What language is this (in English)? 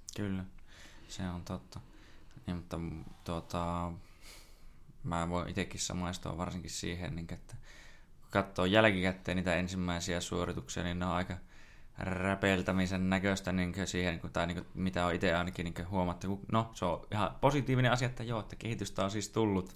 Finnish